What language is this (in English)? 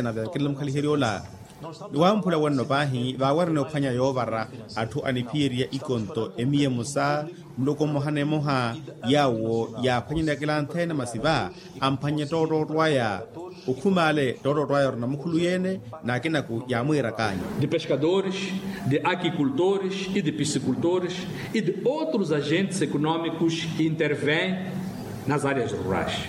Makhuwa